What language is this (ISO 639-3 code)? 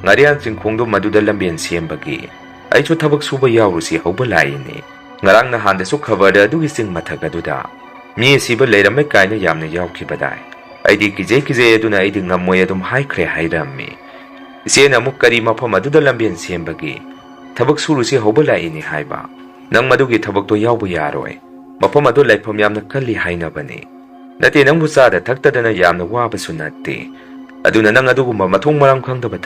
mni